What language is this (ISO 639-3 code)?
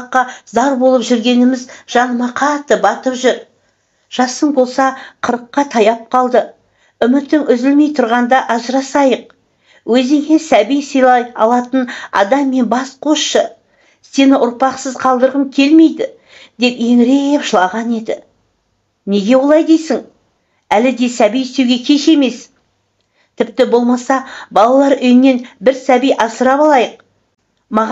kaz